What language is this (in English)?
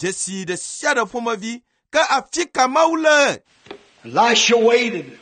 Ewe